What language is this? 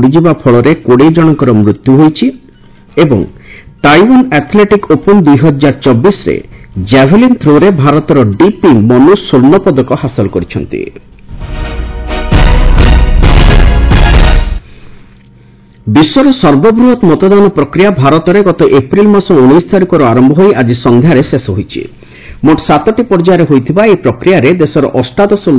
Odia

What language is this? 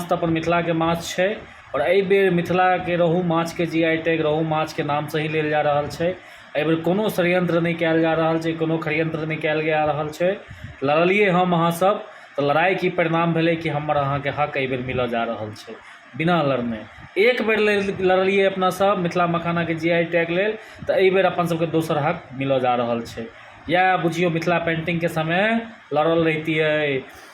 Maithili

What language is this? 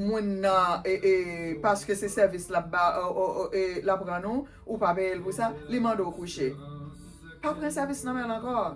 Haitian Creole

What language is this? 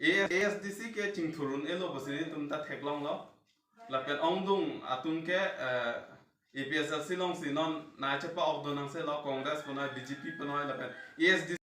Karbi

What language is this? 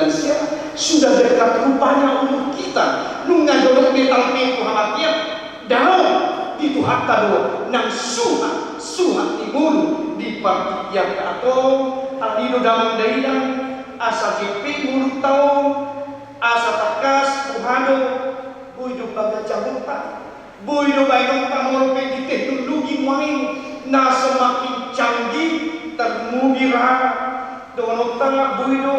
Batak Toba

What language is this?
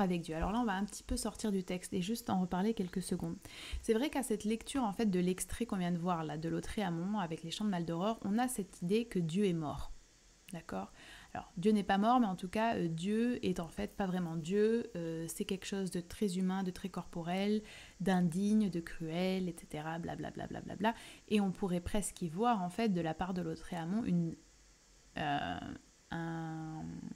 French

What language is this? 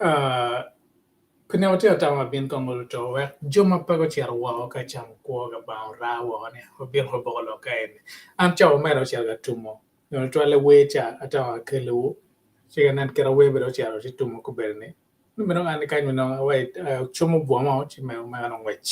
Acoli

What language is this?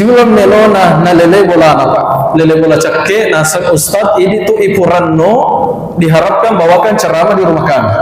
Buginese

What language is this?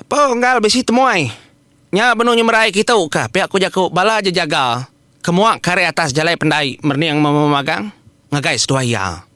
Iban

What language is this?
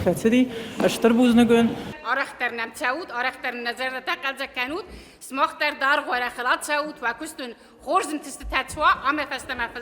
Ossetic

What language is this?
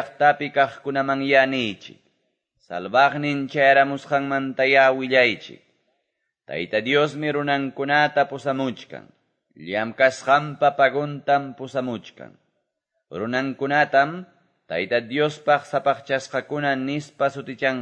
Quechua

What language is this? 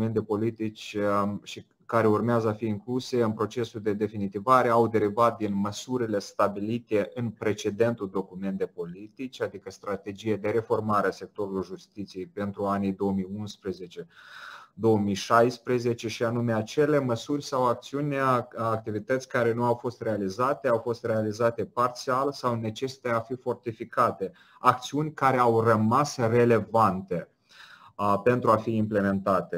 Romanian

